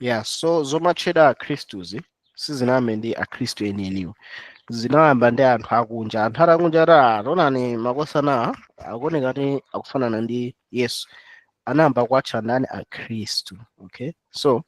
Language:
Nyanja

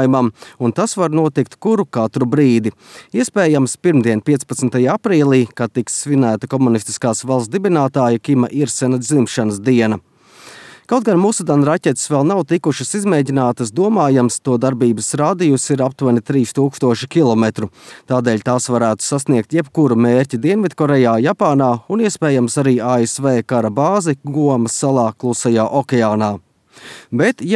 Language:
Latvian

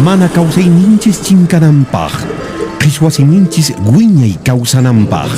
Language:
Quechua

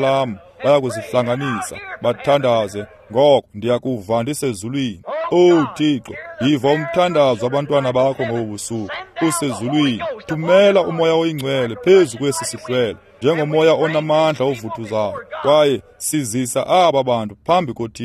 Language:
Xhosa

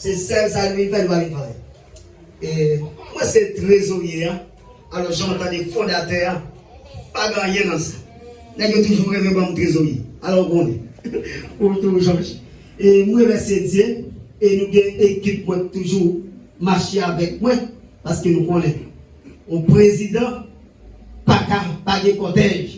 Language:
Haitian Creole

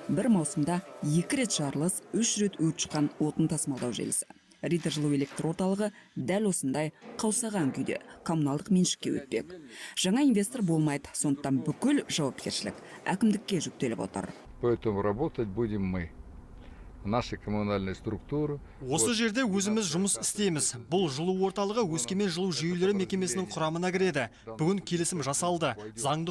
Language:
Kazakh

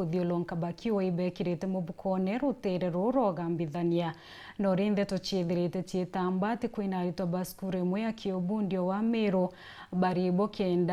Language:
Meru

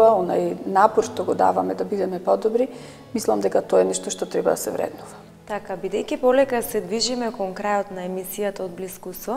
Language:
Macedonian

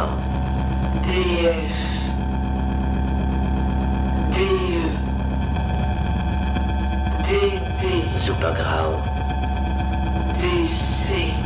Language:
German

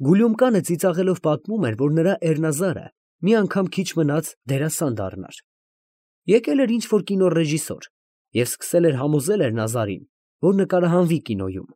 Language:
Armenian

